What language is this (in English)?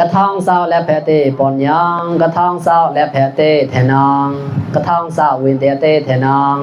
Mon